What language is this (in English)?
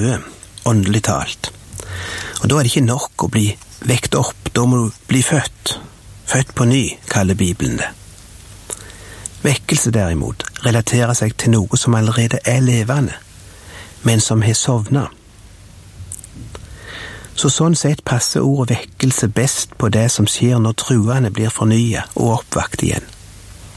Norwegian